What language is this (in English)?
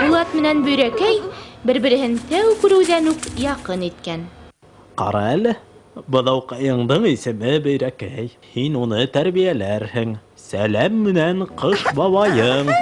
Bashkir